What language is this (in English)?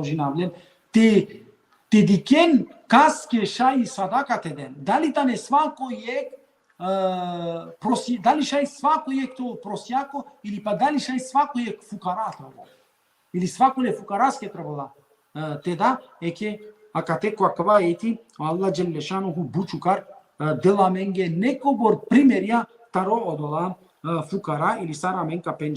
Balkan Romani